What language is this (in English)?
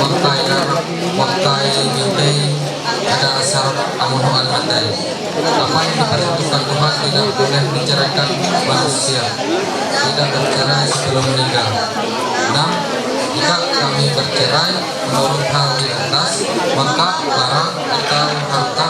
Ma'anyan